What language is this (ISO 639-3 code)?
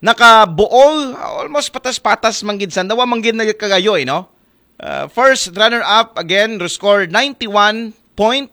akl